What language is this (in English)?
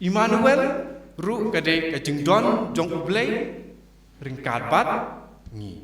Khasi